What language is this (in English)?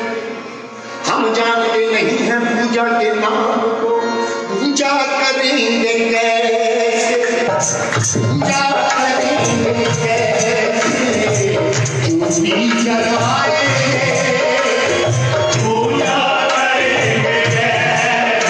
Hindi